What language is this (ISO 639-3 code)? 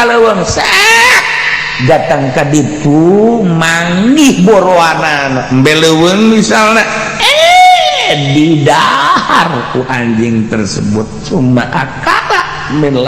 sun